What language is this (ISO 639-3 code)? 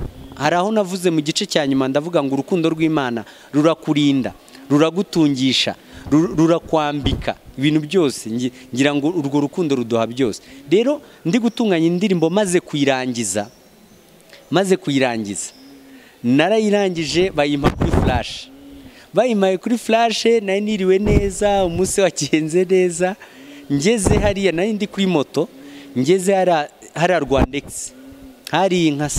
kin